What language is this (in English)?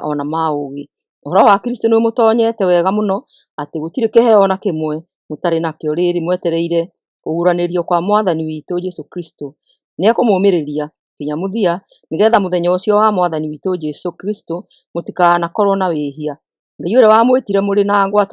Kikuyu